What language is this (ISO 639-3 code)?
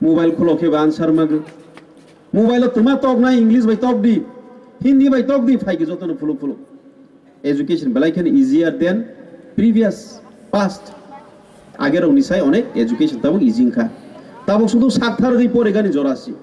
trp